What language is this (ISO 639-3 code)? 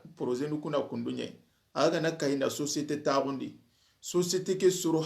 snk